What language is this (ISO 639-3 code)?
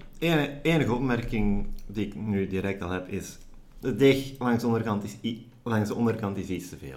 nld